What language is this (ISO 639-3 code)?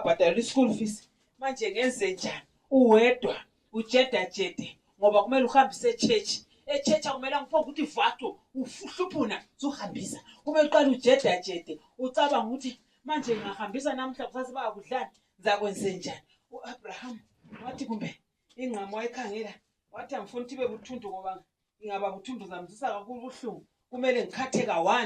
nde